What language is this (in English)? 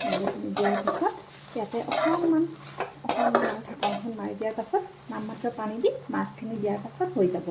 Assamese